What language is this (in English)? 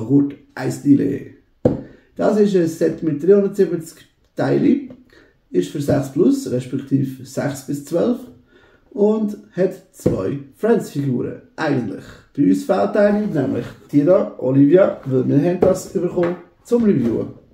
Swiss German